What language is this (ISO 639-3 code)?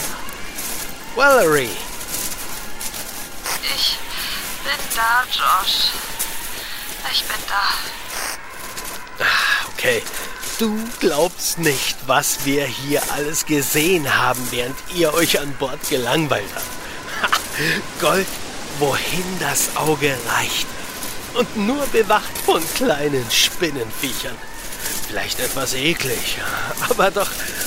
deu